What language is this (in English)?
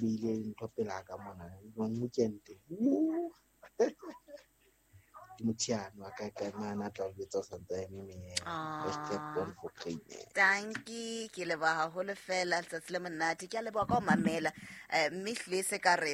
Southern Sotho